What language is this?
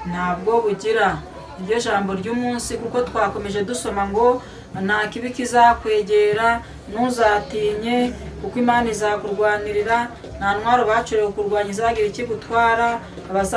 Kinyarwanda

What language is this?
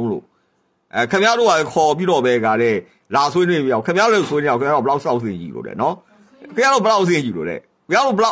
Burmese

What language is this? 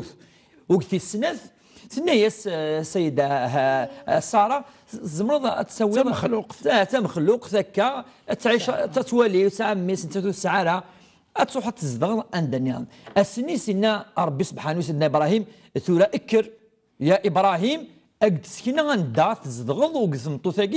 Kabyle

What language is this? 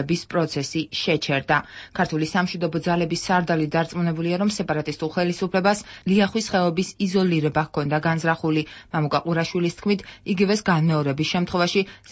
Georgian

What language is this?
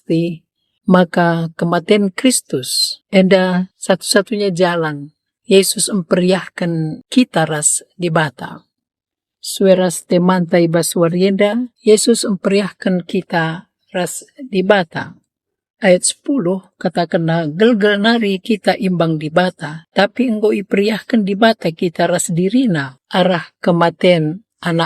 Batak Karo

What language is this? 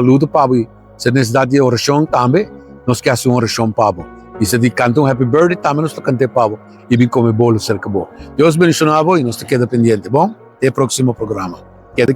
Papiamento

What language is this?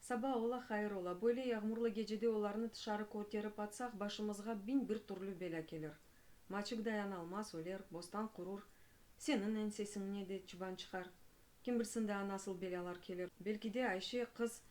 Crimean Tatar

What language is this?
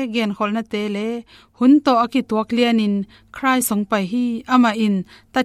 Tedim Chin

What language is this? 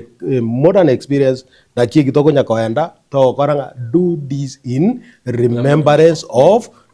Gusii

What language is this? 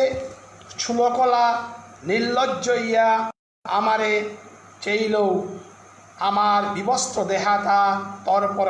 Bishnupriya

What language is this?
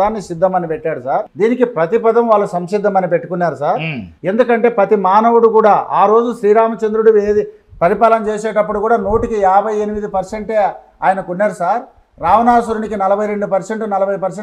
Telugu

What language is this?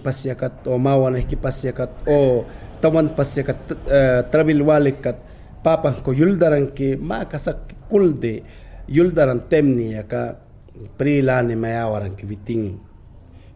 Mayangna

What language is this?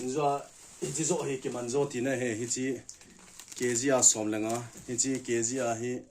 Thado Chin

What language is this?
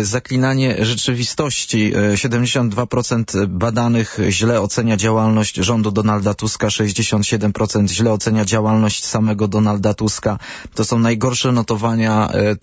Polish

